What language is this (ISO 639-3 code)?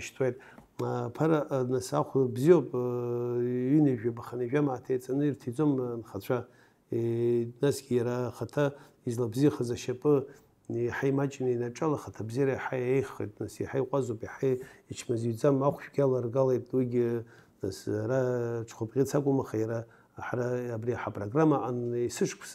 abk